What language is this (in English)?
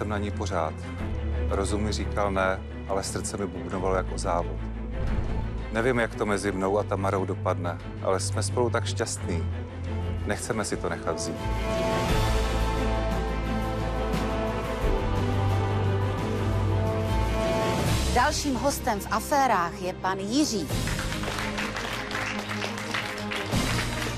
Czech